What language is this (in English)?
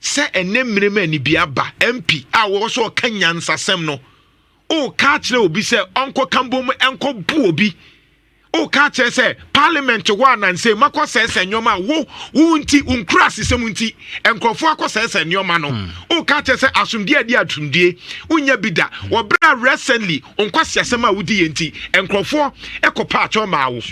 Akan